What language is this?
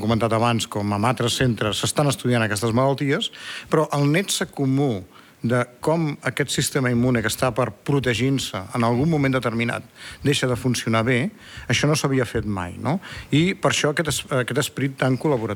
Catalan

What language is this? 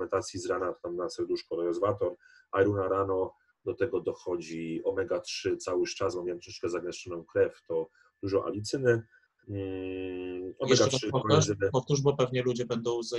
Polish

